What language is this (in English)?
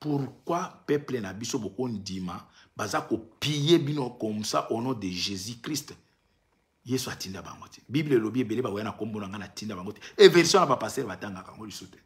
Lingala